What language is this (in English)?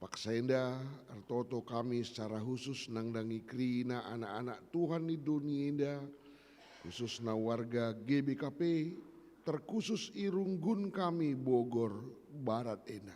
Batak Karo